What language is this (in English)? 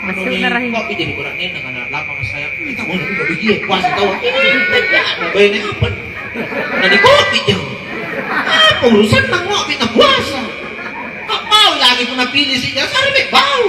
Makasar